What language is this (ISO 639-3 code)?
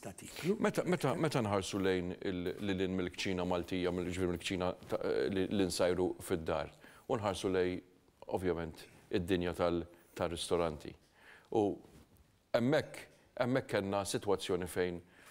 mlt